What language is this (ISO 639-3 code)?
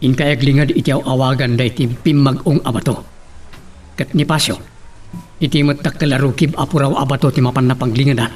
ilo